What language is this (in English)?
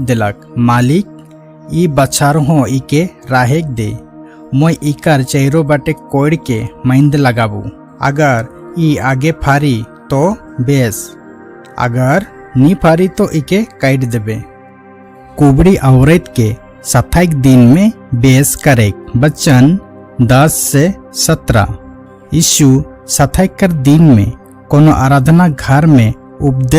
Sadri